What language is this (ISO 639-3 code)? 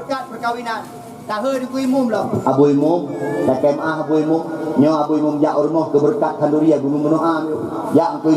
ace